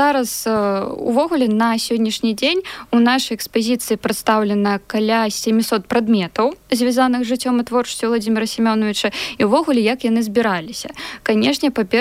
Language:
Belarusian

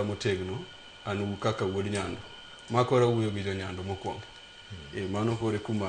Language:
Luo (Kenya and Tanzania)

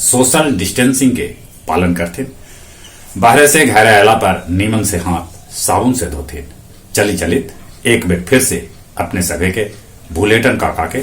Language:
Magahi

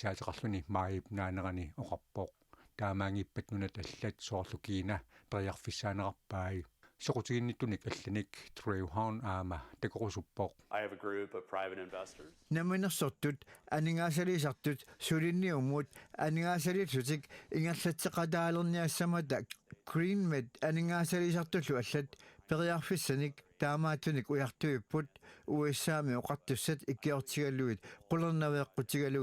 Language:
Kalaallisut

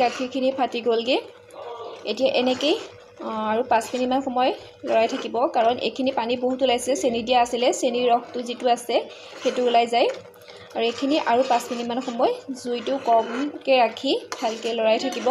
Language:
Assamese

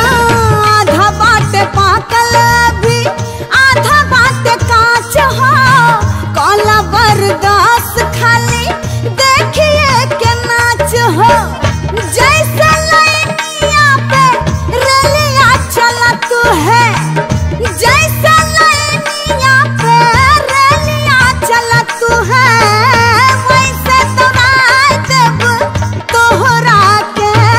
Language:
Bhojpuri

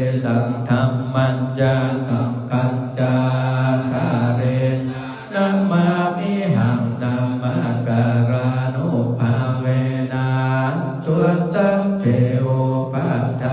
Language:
Pali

